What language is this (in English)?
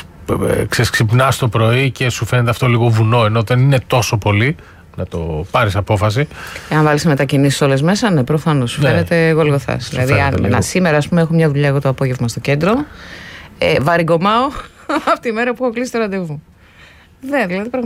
Greek